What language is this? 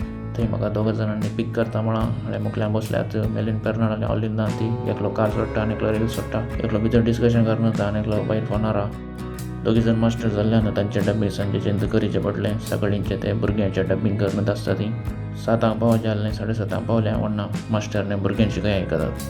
Konkani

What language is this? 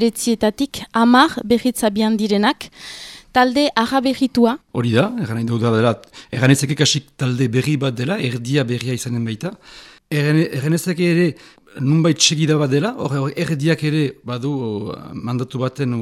Basque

